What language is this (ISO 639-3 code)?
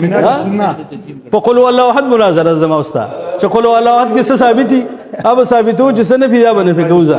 pus